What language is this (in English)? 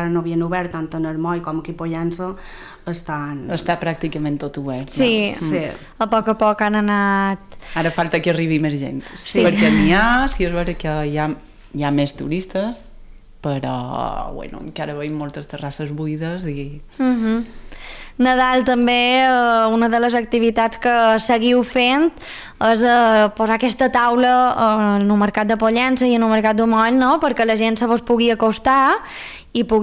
Catalan